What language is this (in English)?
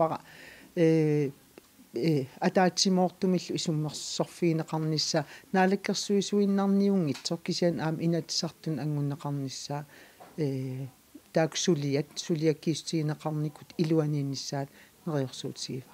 Kalaallisut